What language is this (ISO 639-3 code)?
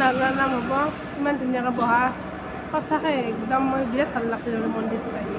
asm